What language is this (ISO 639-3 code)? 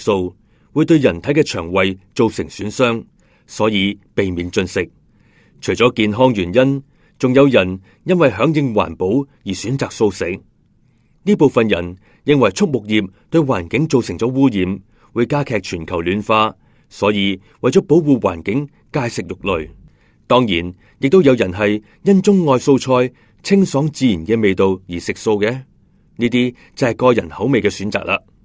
yue